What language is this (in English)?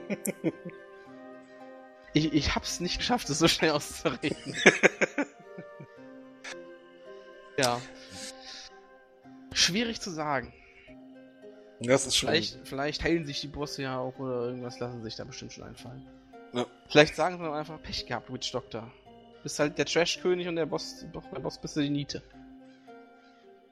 German